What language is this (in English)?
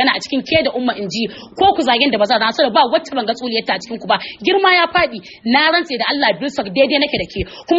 Hausa